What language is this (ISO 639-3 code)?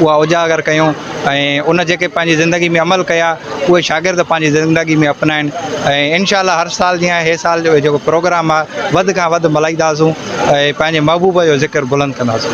snd